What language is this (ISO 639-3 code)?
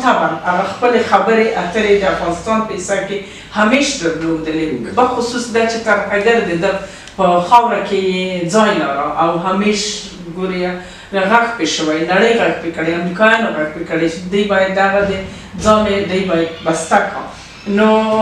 pus